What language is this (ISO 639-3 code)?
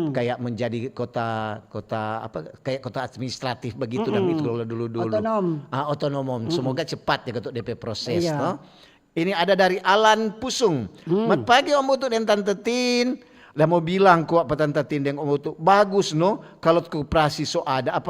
xmm